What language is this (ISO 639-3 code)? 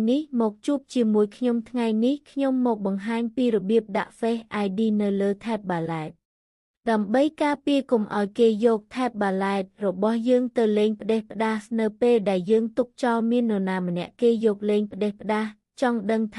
khm